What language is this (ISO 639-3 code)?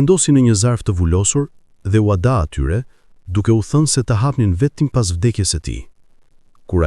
sqi